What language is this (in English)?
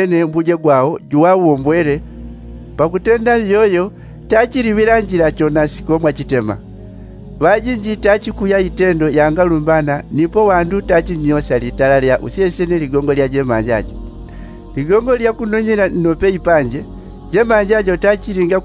Yao